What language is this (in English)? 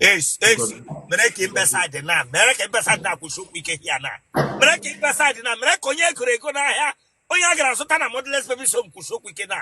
Igbo